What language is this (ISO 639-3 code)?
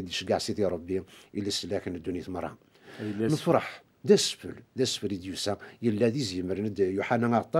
kab